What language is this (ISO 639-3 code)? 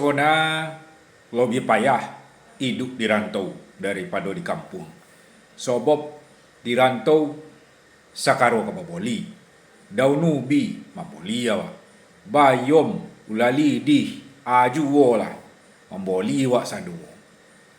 min